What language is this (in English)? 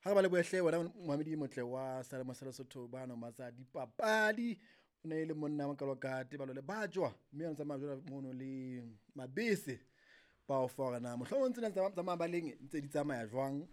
Southern Sotho